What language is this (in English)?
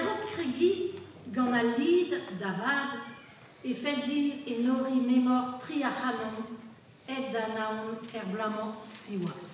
Breton